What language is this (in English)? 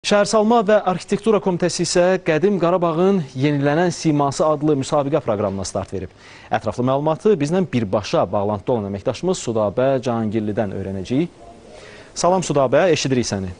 Azerbaijani